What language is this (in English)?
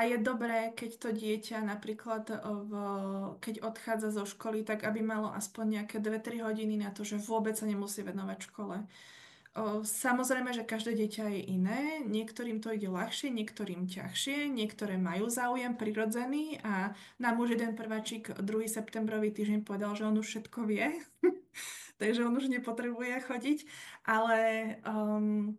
Slovak